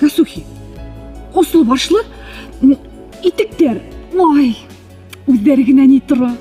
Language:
Bashkir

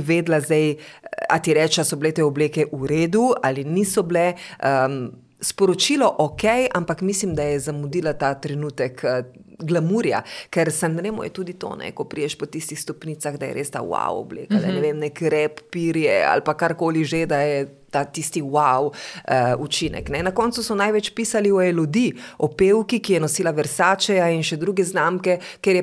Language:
Slovenian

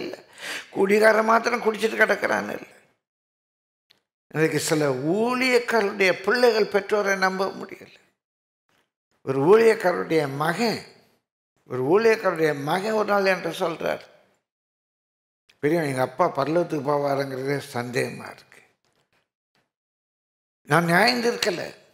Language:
Tamil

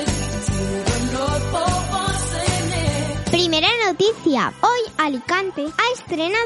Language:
Spanish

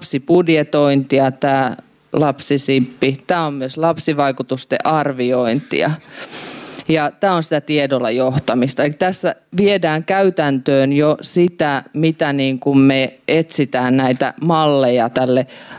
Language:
Finnish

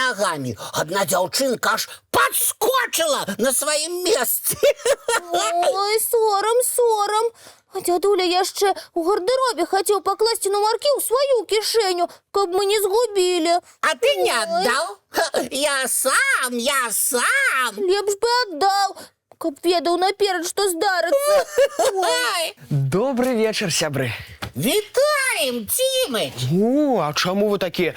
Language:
Belarusian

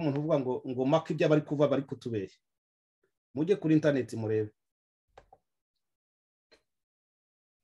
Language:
Kinyarwanda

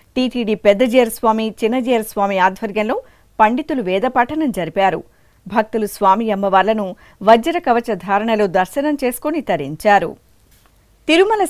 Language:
Telugu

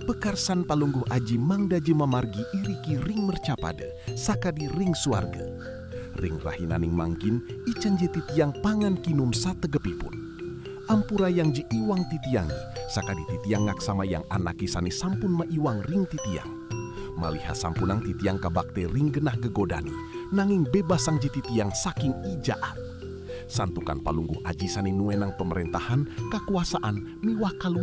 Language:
Balinese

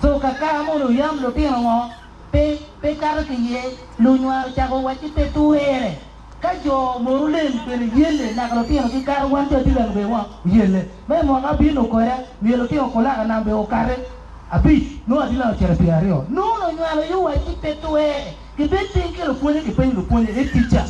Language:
Acoli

